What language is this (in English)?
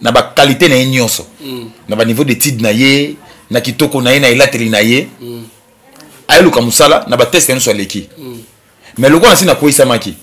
Lingala